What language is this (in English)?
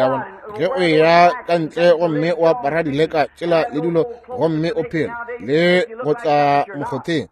Northern Sotho